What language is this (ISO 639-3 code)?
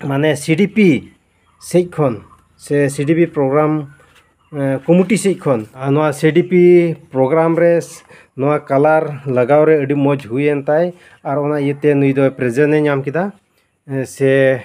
sat